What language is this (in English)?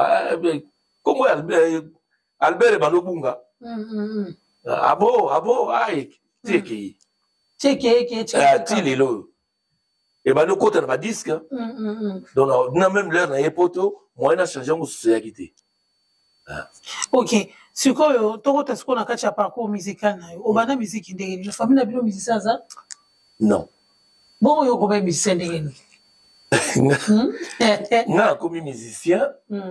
Lingala